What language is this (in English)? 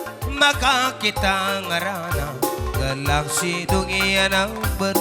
Batak Karo